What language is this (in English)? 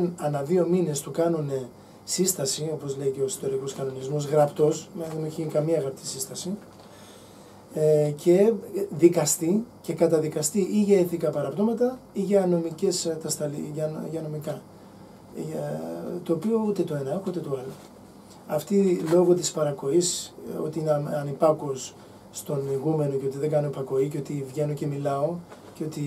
Greek